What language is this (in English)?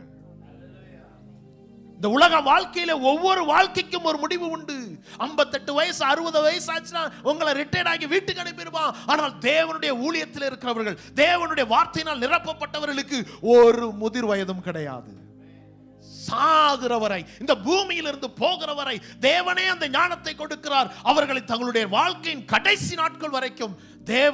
Tamil